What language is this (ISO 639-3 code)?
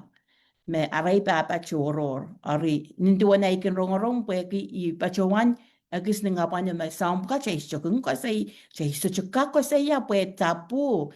pon